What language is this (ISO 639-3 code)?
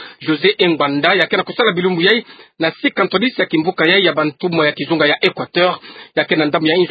ktu